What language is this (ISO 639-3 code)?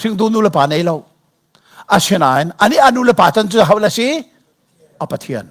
cnh